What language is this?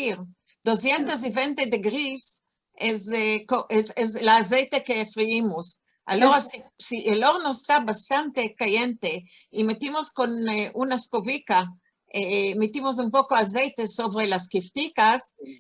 Ladino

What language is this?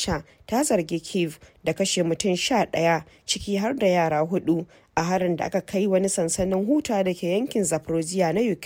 Hausa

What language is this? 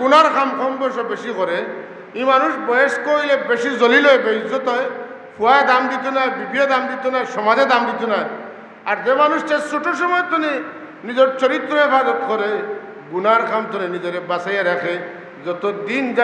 Sylheti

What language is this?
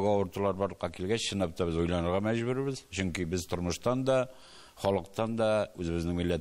Tatar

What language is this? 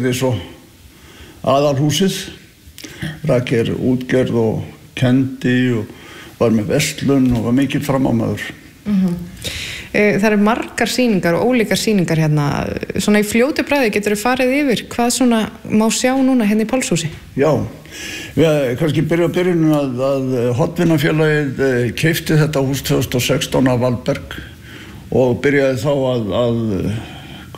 Icelandic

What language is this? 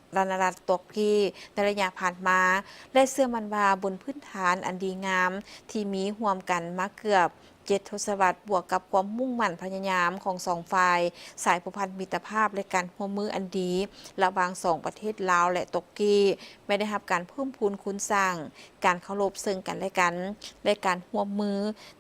Lao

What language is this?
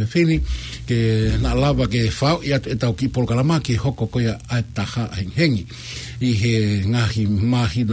Tongan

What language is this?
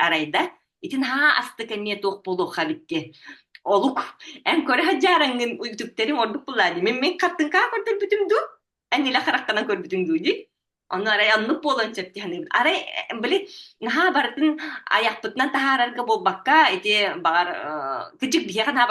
Yakut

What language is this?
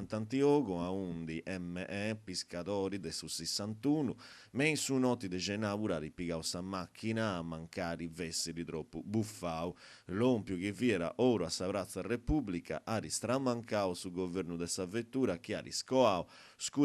Sardinian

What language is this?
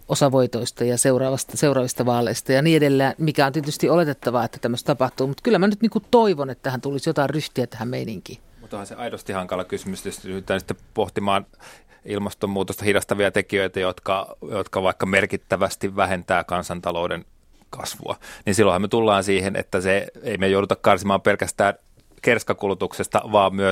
Finnish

